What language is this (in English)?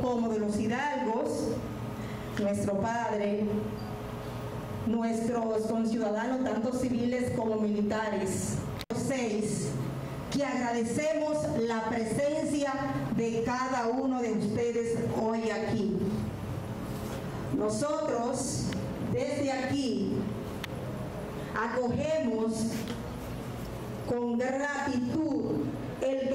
Spanish